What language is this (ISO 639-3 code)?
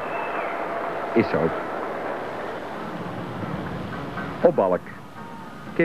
nld